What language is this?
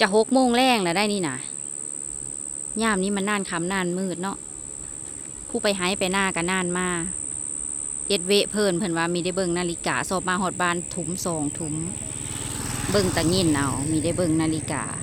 Lao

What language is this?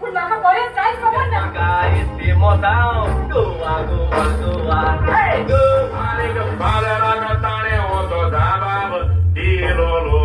Konkani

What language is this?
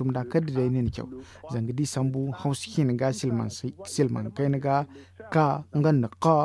Zarma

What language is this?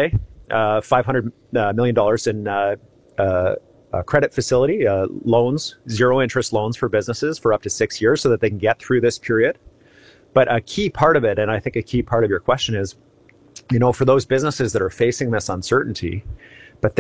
English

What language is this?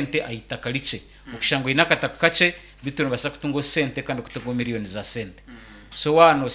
Nyankole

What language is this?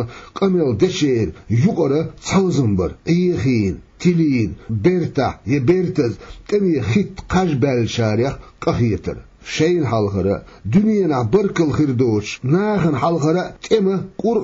Chechen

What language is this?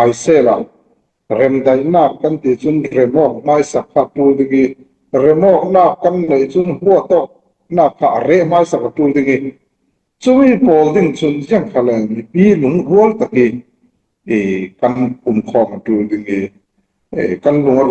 Falam Chin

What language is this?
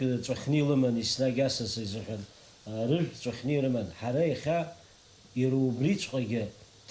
Abkhazian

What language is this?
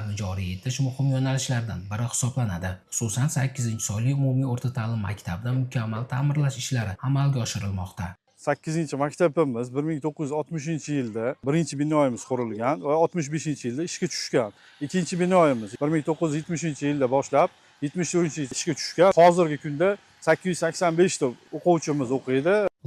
Uzbek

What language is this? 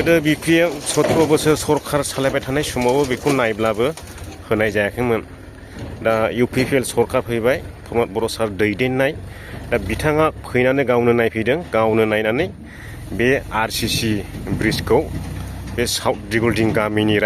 Bodo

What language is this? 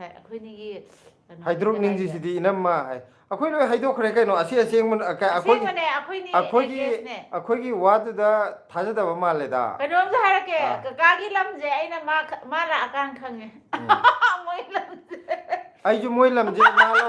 Manipuri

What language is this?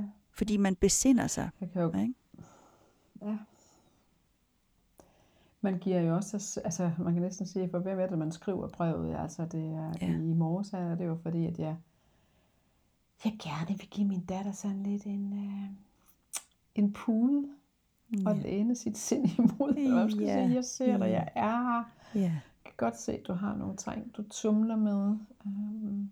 Danish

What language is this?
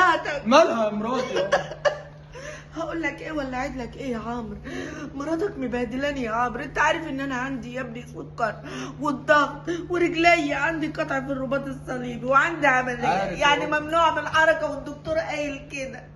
Egyptian Arabic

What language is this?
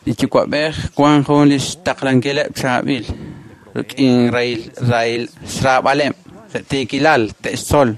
Kekchí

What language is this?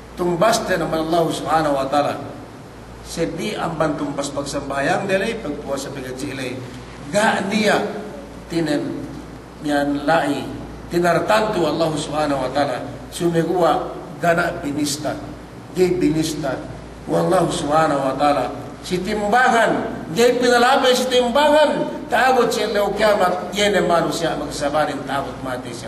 Yakan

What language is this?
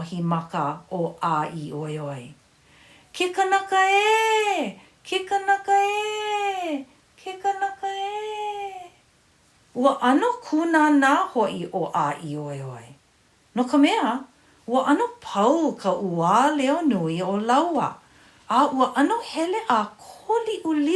Hawaiian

